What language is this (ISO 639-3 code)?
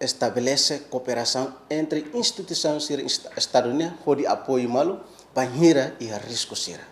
tet